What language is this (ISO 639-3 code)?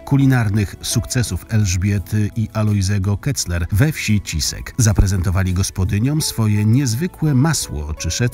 pol